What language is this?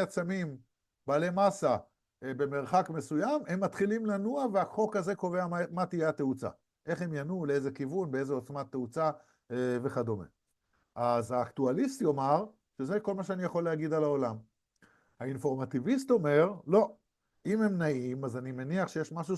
Hebrew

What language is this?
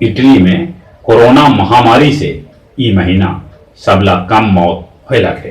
Magahi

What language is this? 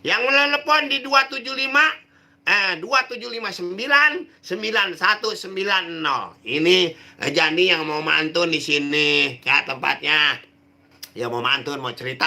Betawi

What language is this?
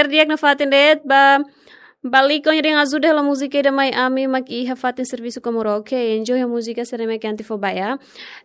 Tetum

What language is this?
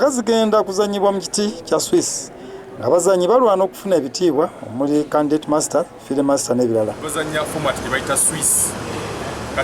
Ganda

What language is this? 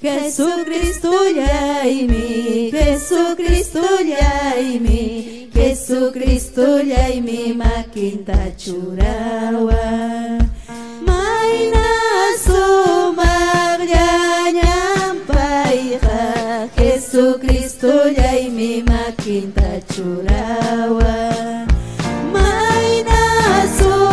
Ayacucho Quechua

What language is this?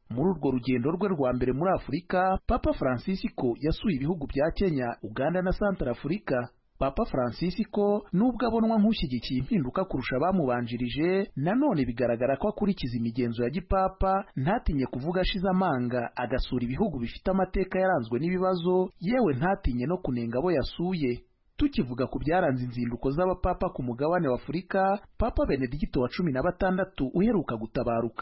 Kinyarwanda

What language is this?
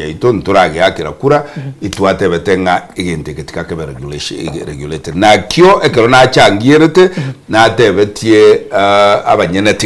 Gusii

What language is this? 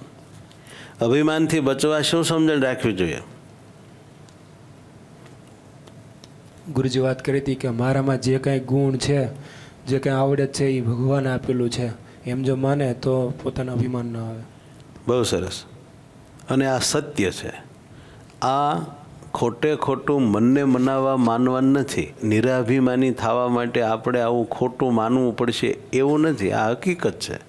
Gujarati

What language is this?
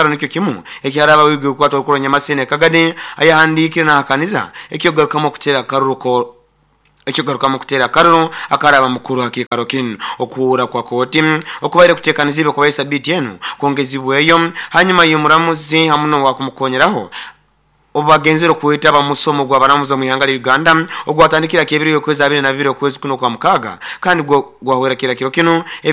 Nyoro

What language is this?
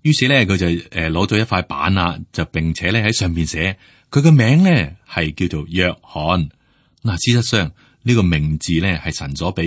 Cantonese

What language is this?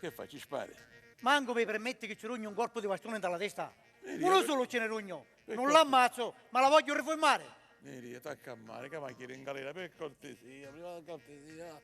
Sicilian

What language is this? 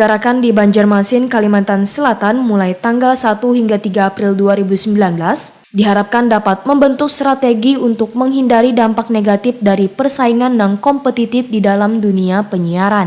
Banjar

